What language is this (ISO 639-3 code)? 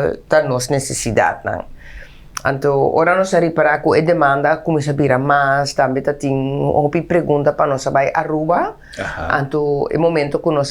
pap